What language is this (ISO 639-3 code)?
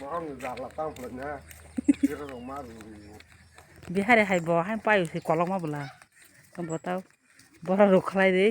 trp